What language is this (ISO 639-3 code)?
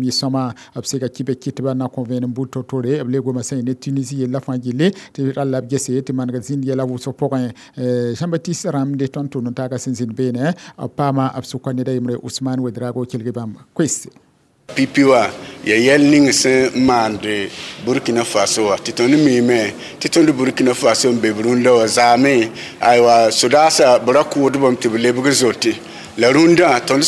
mos